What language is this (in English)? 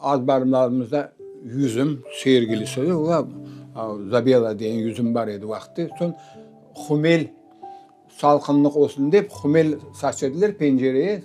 Crimean Tatar